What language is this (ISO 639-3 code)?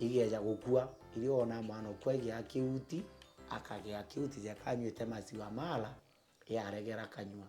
mer